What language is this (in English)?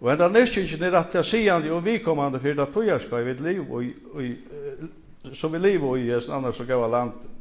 Faroese